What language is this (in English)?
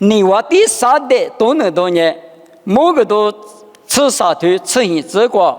Lisu